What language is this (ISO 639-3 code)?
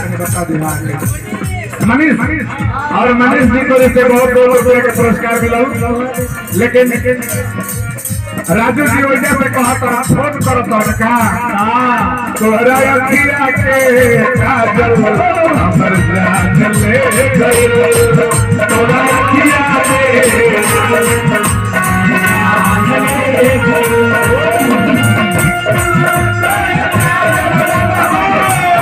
bho